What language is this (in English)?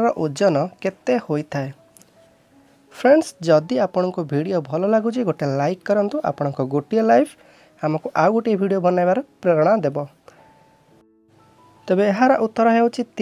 Odia